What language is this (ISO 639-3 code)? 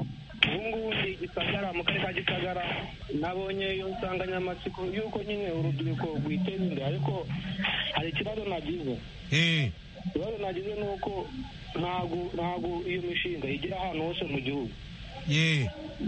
kin